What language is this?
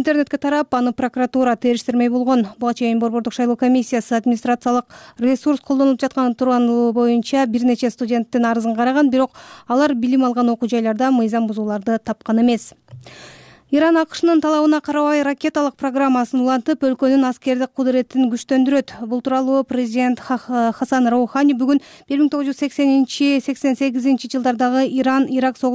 Kyrgyz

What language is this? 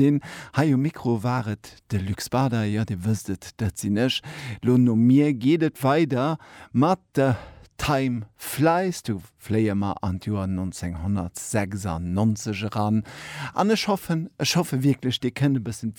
Luxembourgish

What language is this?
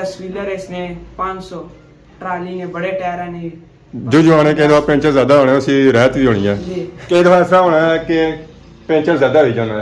Pahari-Potwari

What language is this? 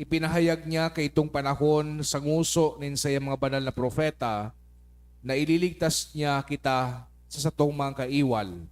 Bikol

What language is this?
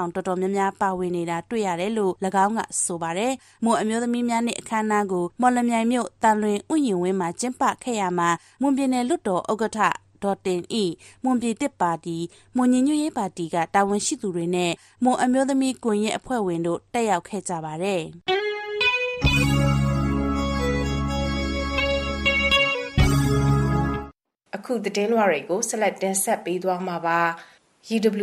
Burmese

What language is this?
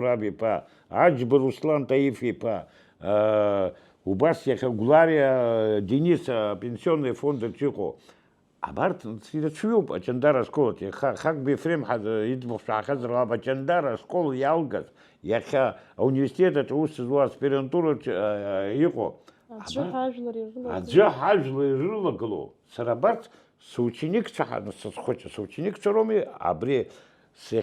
Abkhazian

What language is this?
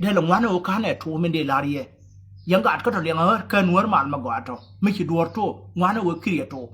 Nuer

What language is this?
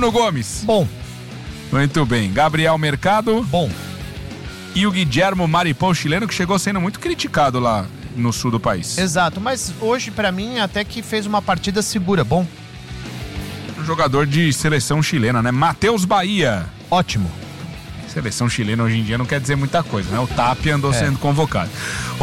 Portuguese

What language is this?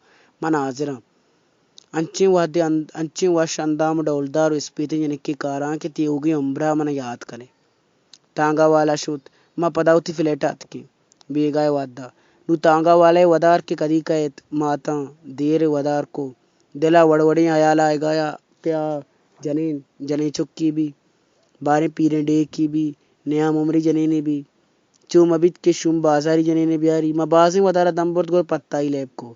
Baluchi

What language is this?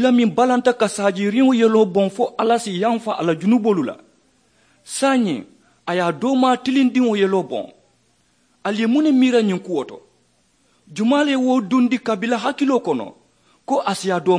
Mandingo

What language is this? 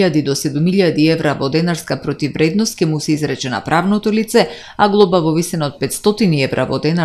Macedonian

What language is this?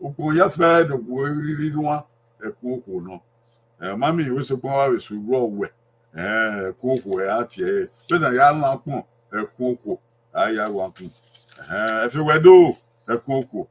Bini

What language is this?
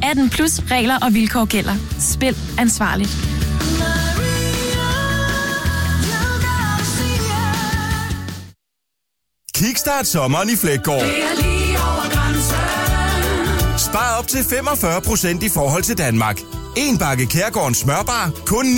Danish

